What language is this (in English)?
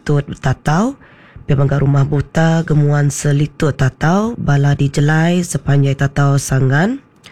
Iban